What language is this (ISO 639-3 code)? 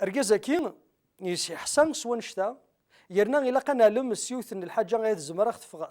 kab